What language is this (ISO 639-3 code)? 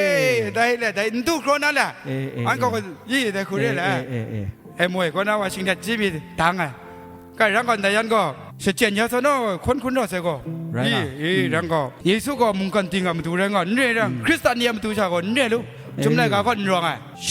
kac